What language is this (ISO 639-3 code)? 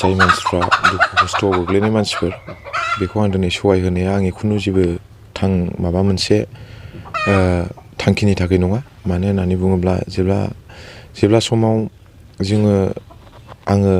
brx